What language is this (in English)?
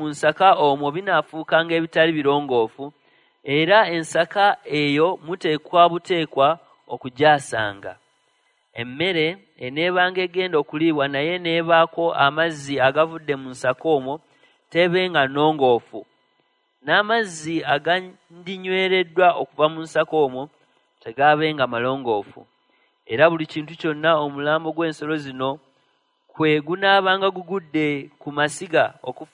Ganda